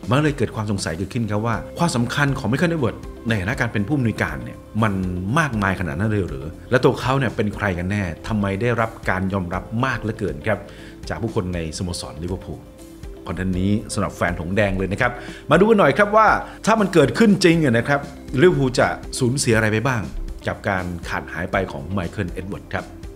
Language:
Thai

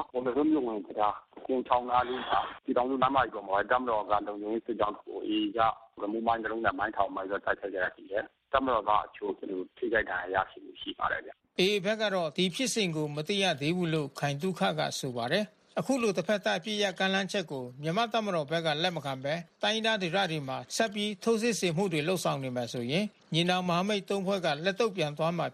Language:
Burmese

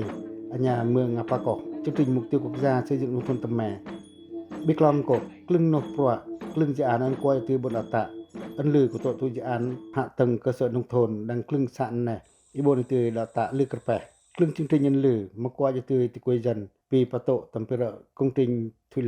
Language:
Pacoh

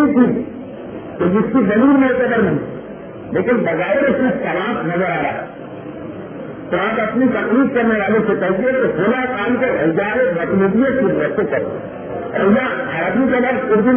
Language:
Urdu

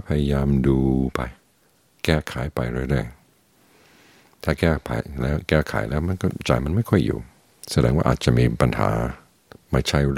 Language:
Thai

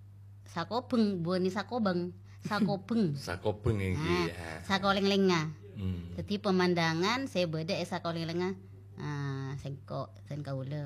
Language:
Madurese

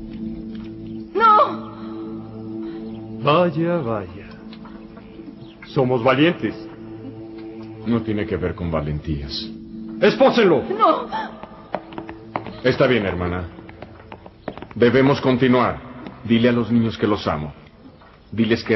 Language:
Spanish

